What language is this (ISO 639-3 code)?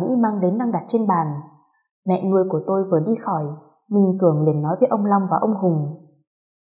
vie